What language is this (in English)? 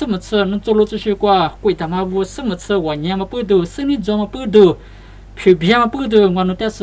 Lisu